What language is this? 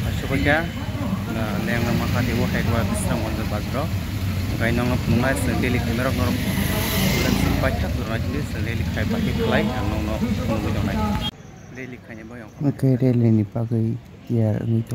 Kok Borok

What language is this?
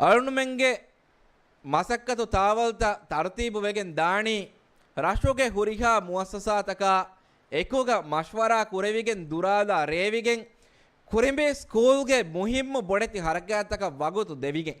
Divehi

